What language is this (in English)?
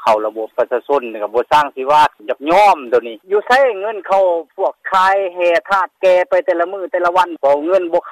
Lao